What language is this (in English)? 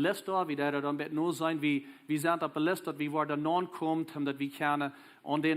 Plautdietsch